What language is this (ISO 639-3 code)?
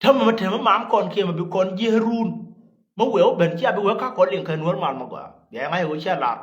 nus